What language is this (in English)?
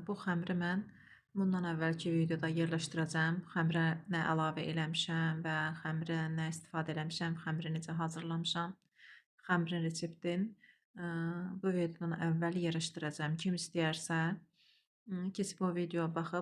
Azerbaijani